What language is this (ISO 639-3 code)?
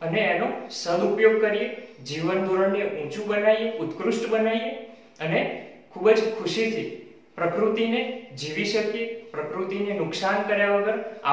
guj